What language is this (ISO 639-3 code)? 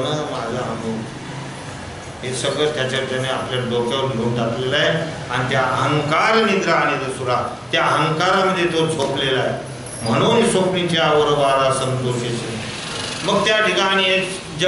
mar